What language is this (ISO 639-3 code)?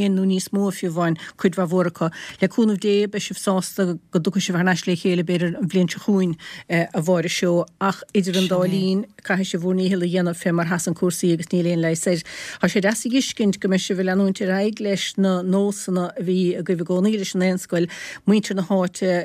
gle